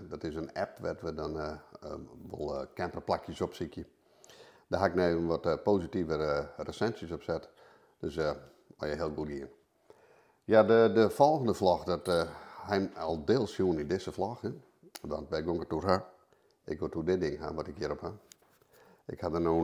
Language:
Western Frisian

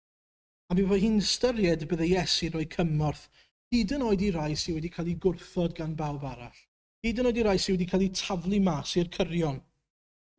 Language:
Welsh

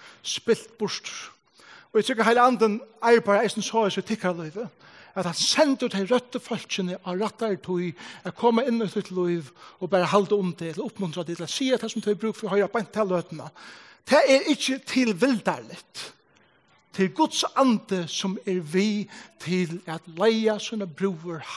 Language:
Faroese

